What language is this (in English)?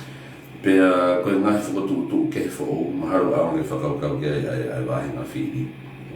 Tongan